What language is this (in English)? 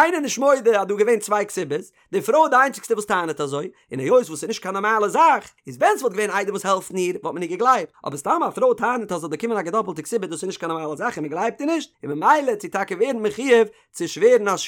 Yiddish